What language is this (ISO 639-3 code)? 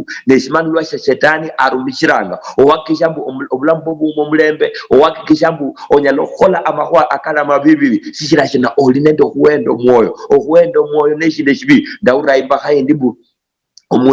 luy